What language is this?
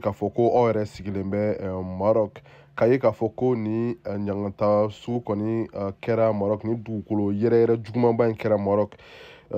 Bambara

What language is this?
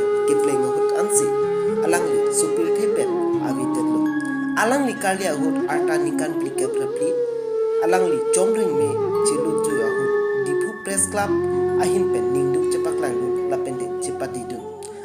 Karbi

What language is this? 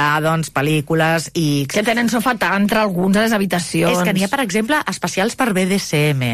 Catalan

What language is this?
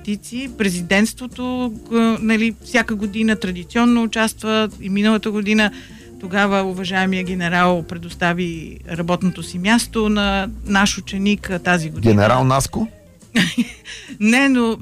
Bulgarian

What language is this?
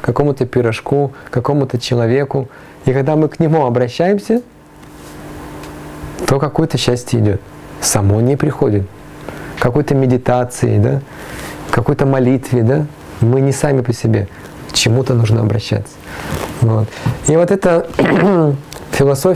Russian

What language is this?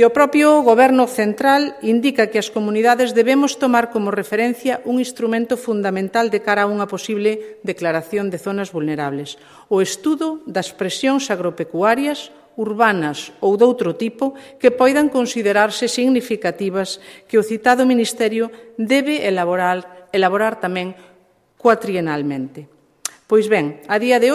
Galician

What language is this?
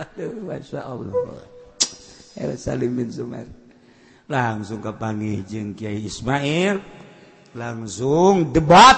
Sundanese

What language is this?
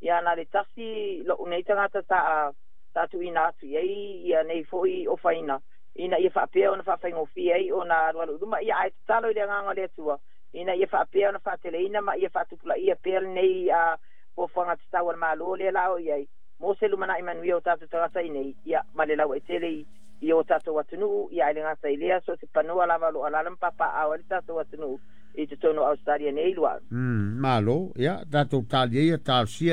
Samoan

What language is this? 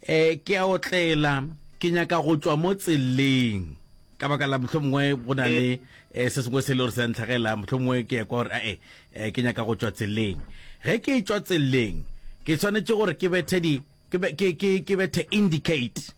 Northern Sotho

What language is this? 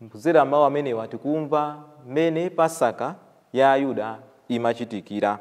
Nyanja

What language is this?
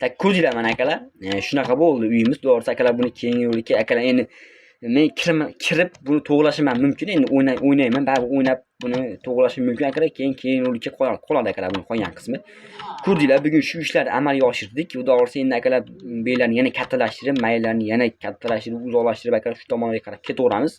Uzbek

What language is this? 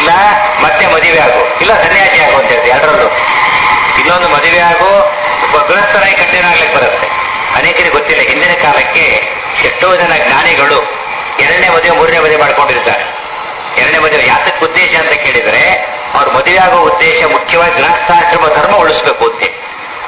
Kannada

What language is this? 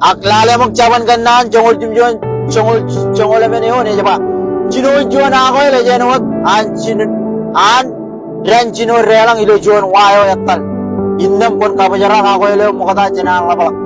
Marshallese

